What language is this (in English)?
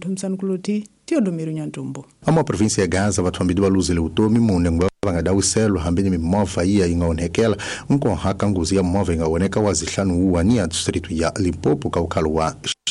Tsonga